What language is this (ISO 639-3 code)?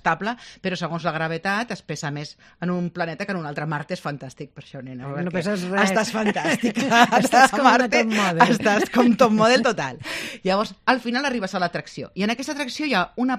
cat